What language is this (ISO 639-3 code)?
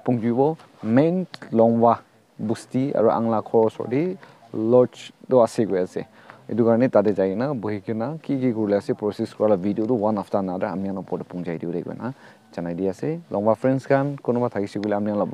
nag